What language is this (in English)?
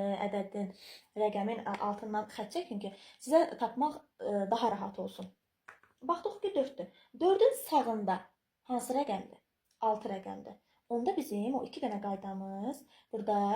Azerbaijani